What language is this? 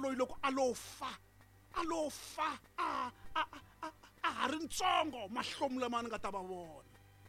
Tsonga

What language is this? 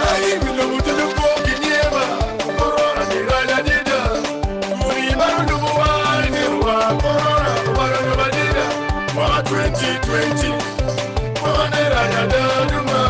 Acoli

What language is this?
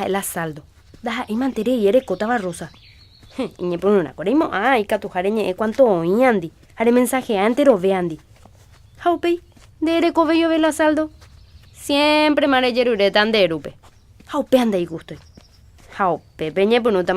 Guarani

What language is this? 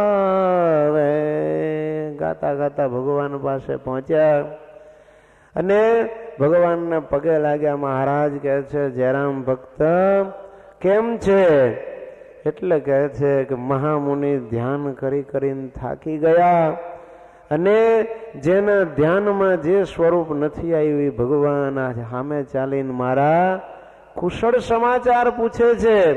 Gujarati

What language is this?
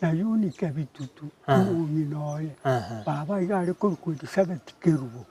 Gusii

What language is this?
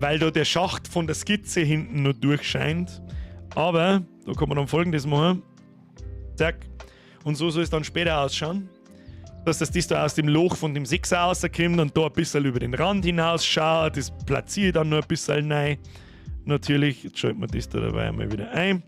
Bavarian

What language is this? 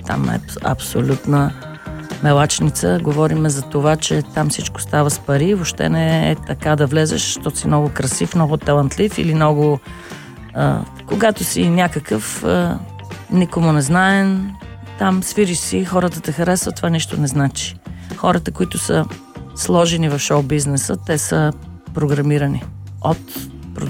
Bulgarian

